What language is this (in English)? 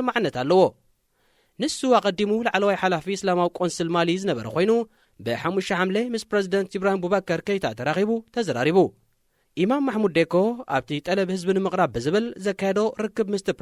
Tigrinya